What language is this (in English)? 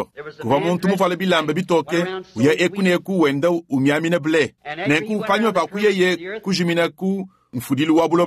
Luba-Lulua